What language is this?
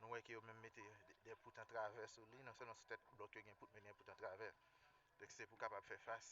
Haitian Creole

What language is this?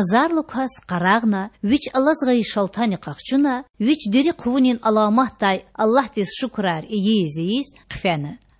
Lezghian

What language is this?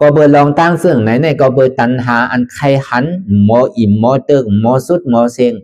Shan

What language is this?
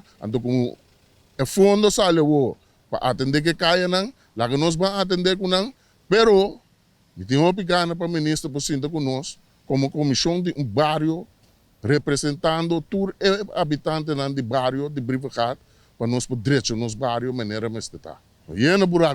Papiamento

